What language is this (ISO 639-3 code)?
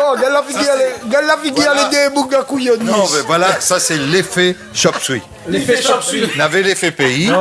rcf